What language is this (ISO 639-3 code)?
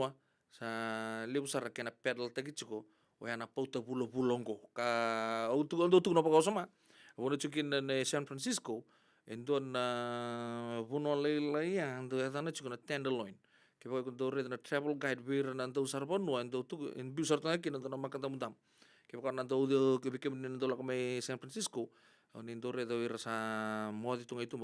fij